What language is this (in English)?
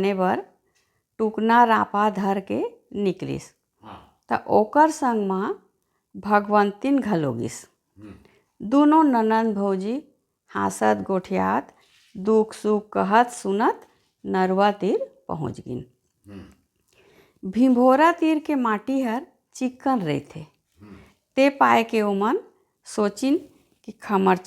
Chhattisgarhi